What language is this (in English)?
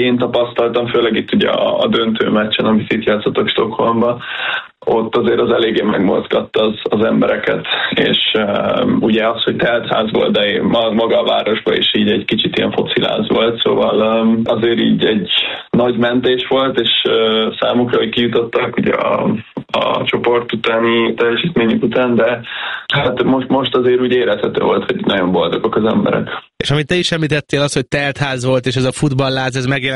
Hungarian